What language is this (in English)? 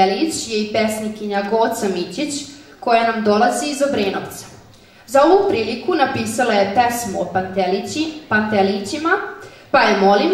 Serbian